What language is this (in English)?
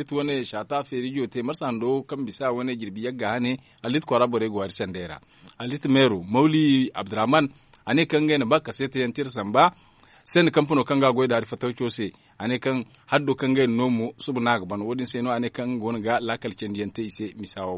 Zarma